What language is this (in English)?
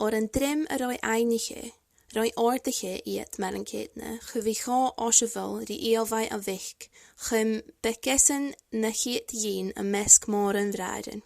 Scottish Gaelic